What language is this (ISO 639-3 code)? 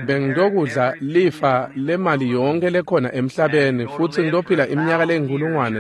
ssw